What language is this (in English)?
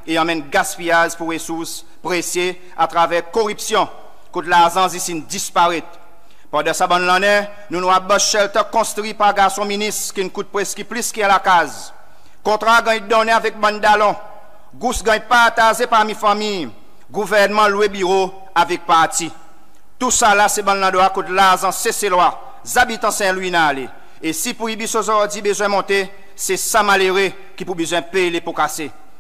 Seselwa Creole French